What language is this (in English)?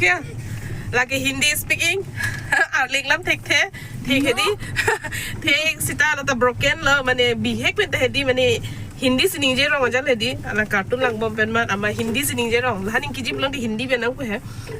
Karbi